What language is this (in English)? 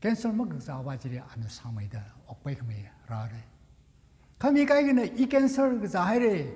Tangkhul Naga (India)